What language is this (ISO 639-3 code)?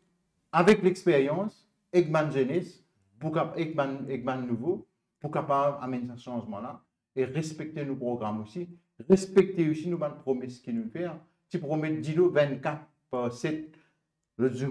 mfe